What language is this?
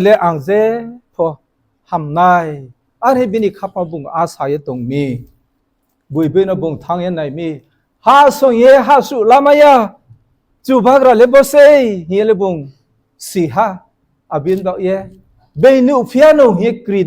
Riang (India)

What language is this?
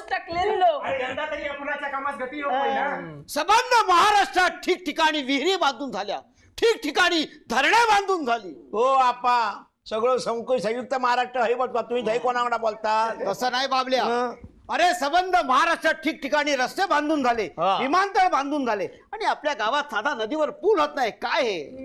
Marathi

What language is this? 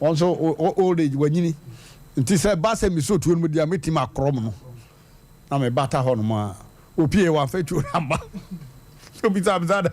Akan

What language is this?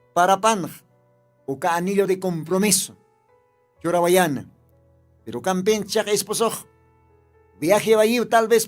Aymara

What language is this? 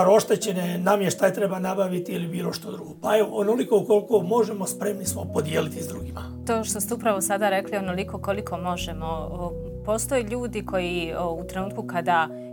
Croatian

